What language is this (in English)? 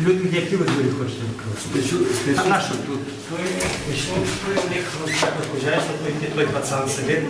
Rusyn